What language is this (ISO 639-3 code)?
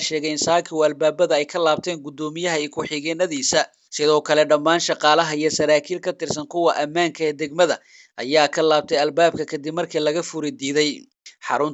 som